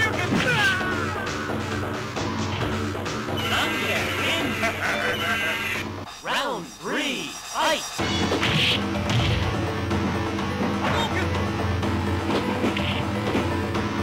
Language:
Japanese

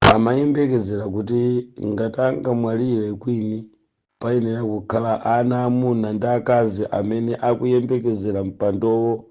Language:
Nyanja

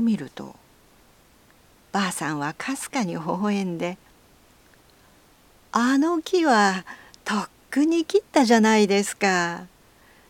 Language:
Japanese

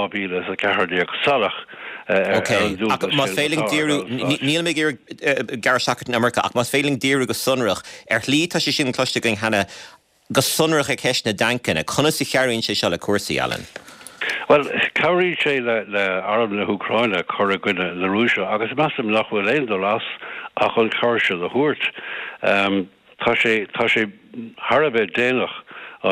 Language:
Irish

